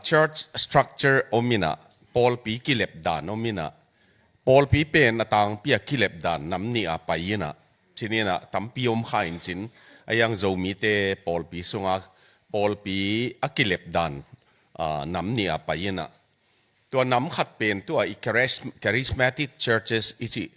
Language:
Tedim Chin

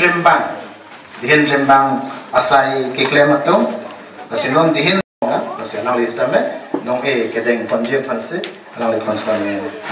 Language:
Karbi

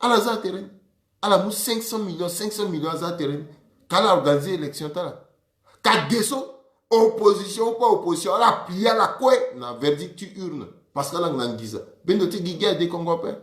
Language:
Sango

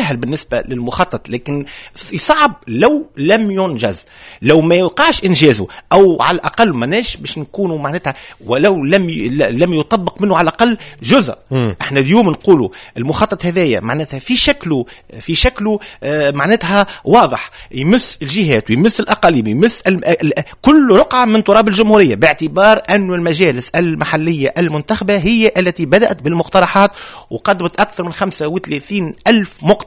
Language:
Tunisian Arabic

